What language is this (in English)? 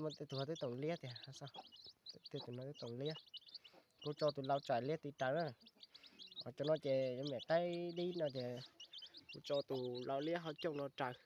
Hmong